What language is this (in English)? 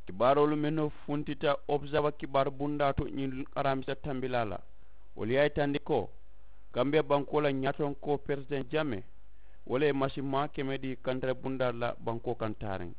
Mandingo